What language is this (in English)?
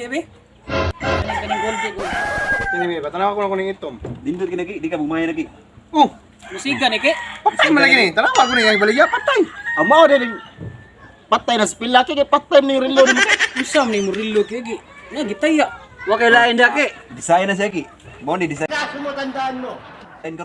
Cebuano